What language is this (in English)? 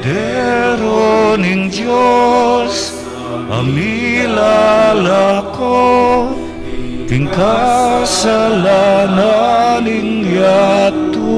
Pampanga